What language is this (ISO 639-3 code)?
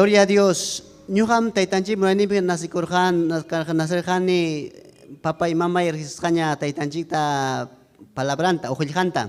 quy